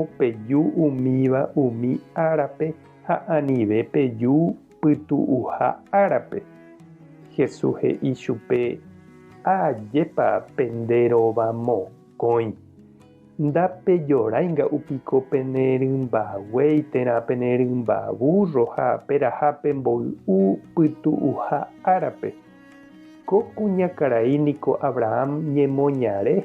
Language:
Guarani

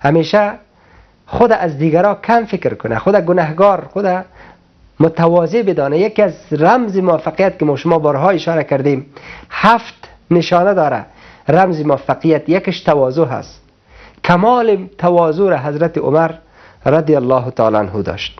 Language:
Persian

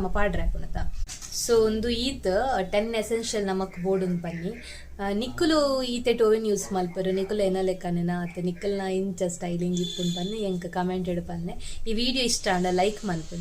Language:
Tulu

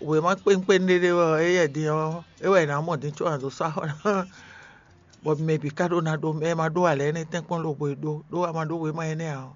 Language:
Fon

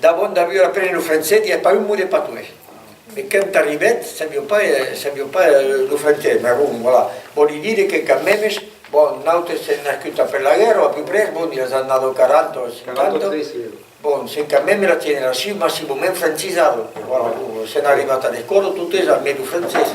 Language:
Occitan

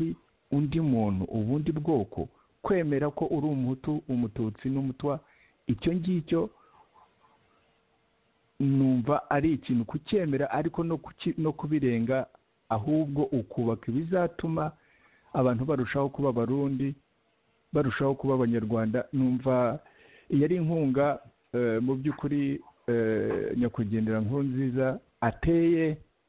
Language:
Kinyarwanda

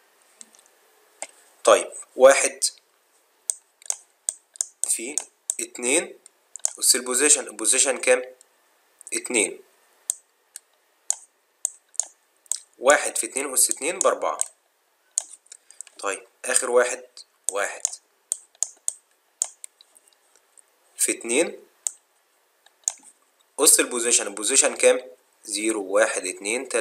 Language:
Egyptian Arabic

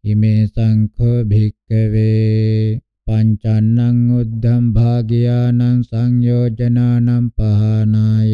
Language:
Pali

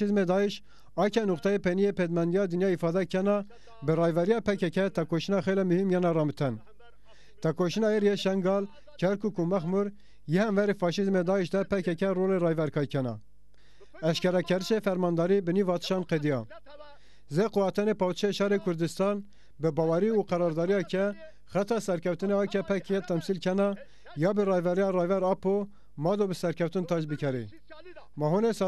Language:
Zaza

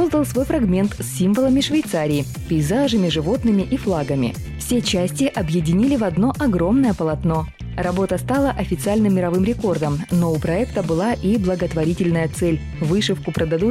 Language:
Russian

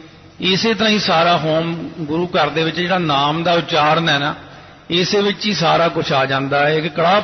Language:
Punjabi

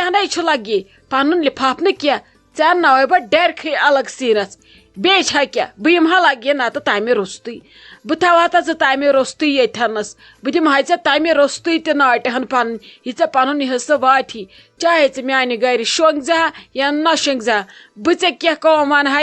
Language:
Kashmiri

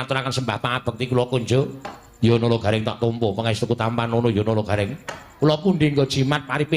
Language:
Javanese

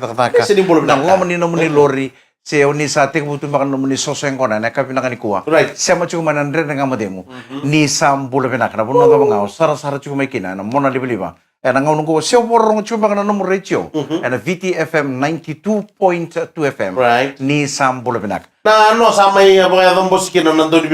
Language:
Fijian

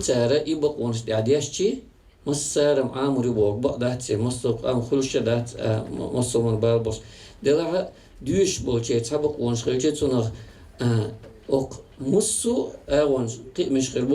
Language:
Chechen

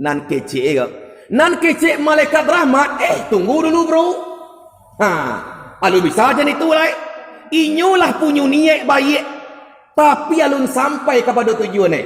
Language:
Minangkabau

